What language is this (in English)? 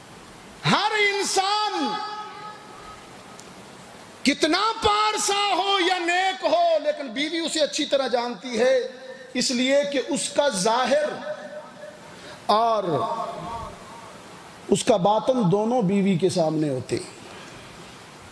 Urdu